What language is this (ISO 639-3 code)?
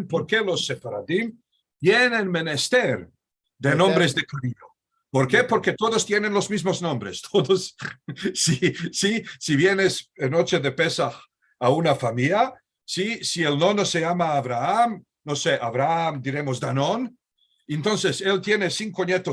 lad